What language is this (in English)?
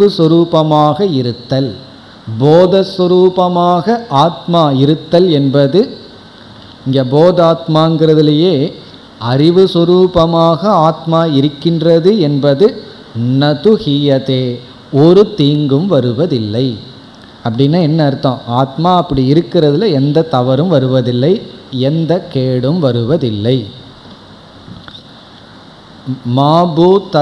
Tamil